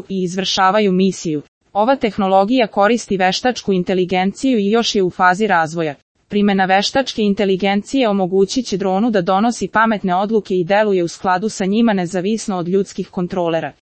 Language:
Serbian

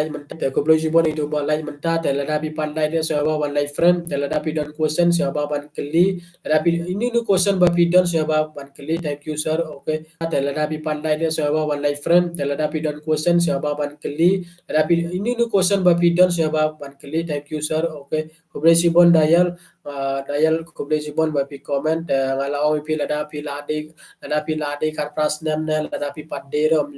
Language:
Khasi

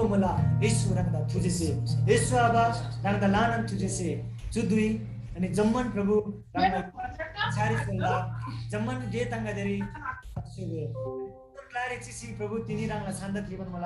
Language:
Eastern Tamang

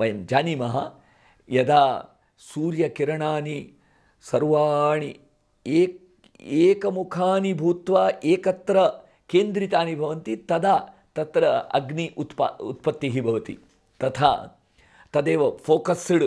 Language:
Sanskrit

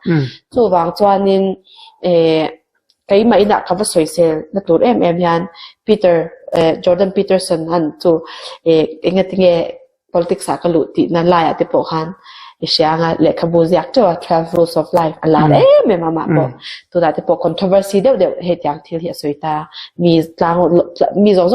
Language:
Mizo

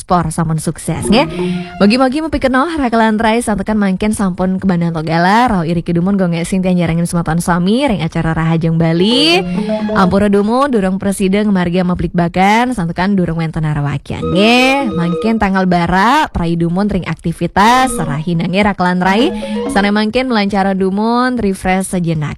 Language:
Balinese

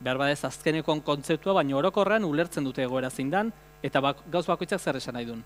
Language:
Basque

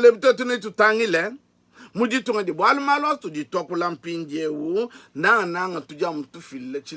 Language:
Luba-Lulua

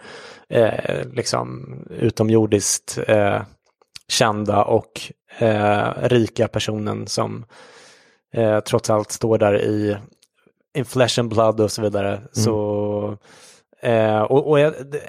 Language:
Swedish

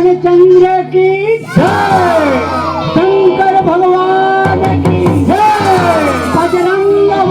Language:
Chhattisgarhi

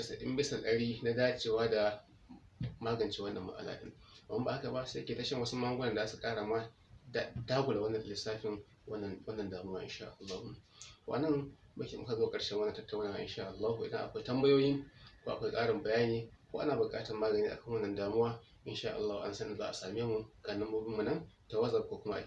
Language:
Hausa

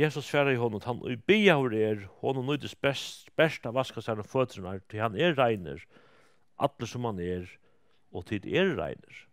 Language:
Faroese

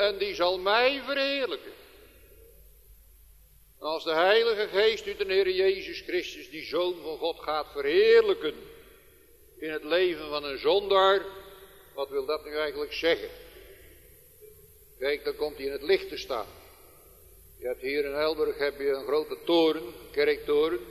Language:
Dutch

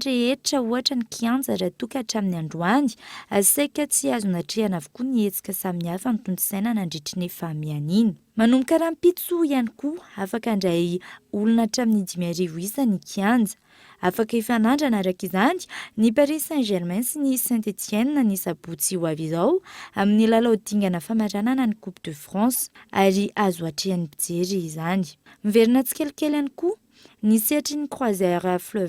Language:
Malagasy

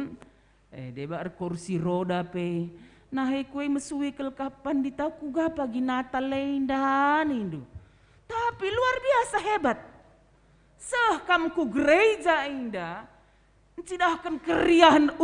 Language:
Batak Karo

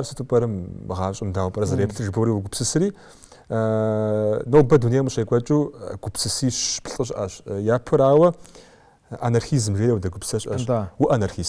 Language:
Kabardian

